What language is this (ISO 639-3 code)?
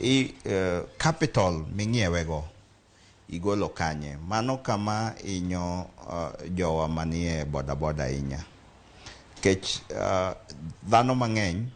luo